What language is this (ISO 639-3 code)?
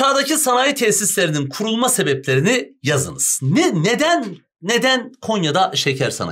tur